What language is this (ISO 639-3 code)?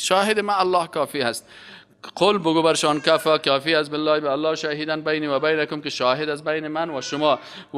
fas